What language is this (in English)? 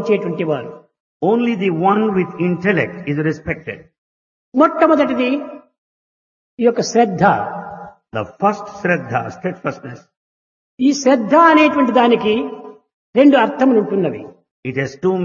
Telugu